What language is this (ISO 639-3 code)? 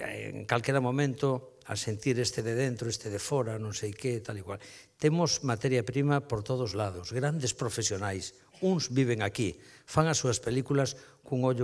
glg